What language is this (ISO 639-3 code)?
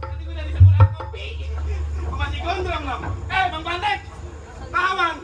bew